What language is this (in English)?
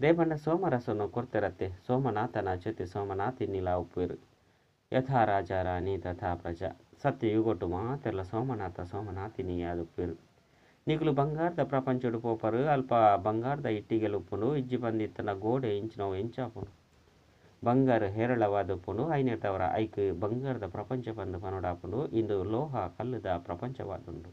Tulu